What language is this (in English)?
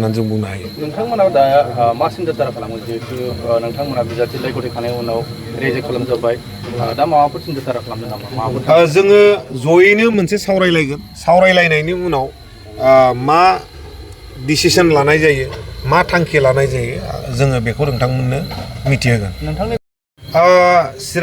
Bodo